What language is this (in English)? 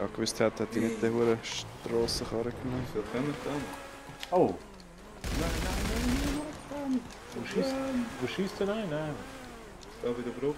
Swiss German